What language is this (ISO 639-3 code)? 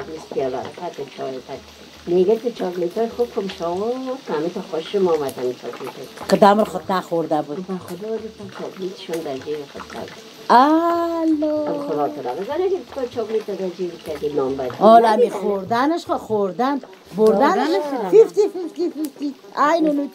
fas